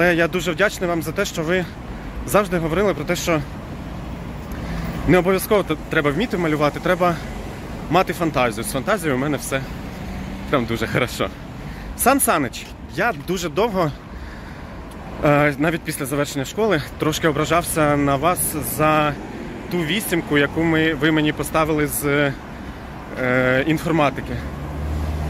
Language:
Ukrainian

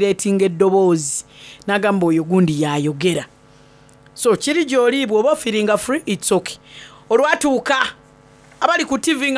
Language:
Soga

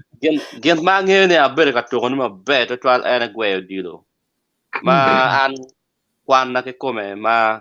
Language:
Acoli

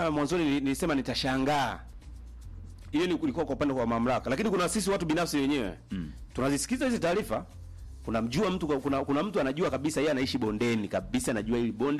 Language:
Swahili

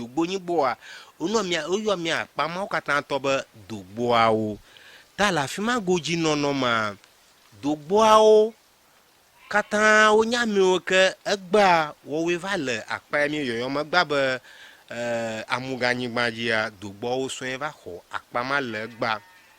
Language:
Ewe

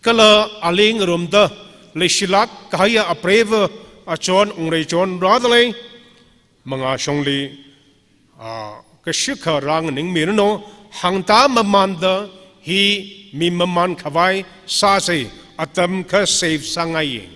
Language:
Tangkhul Naga (India)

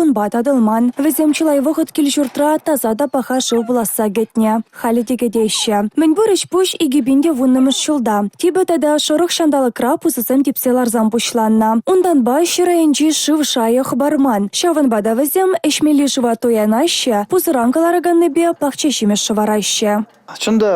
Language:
Chuvash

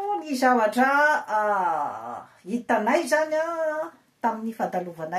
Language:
Malagasy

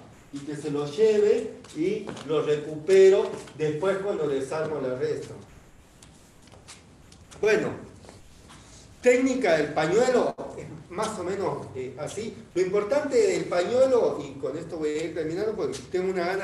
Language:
Spanish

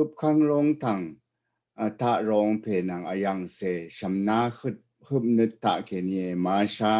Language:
Rawang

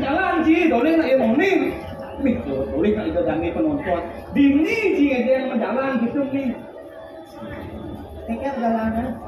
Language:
Balinese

